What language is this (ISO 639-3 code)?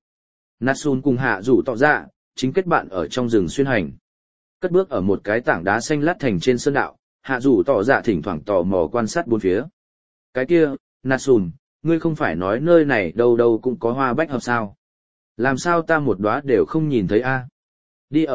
vie